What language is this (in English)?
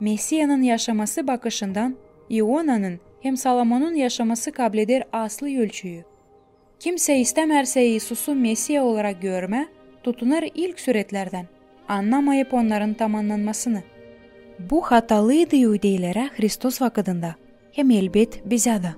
Gagauz